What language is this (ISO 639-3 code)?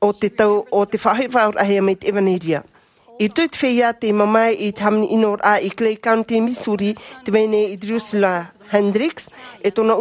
tah